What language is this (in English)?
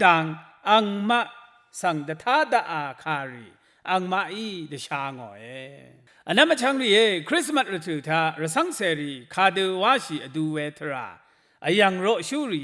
Rawang